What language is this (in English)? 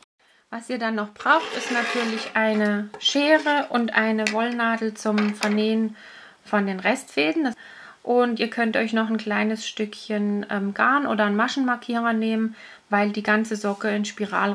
German